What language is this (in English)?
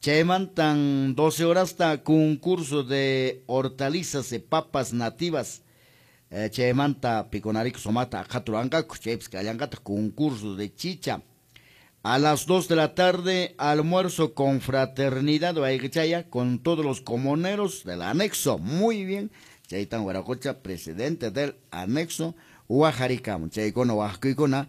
Quechua